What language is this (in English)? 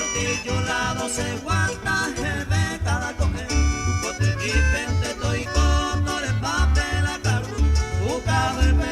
Guarani